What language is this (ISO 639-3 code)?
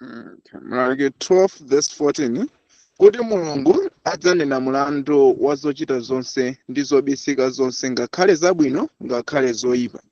nya